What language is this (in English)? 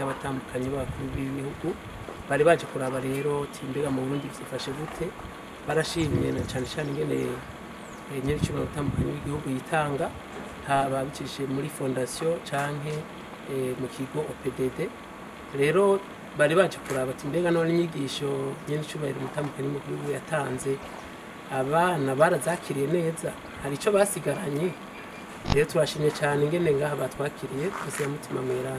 Rundi